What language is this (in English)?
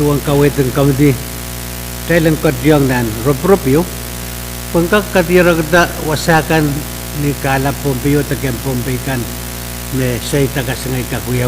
Pohnpeian